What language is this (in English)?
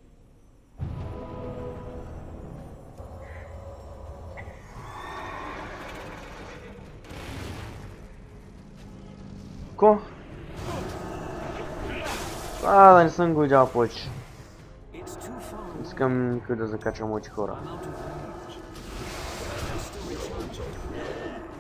Bulgarian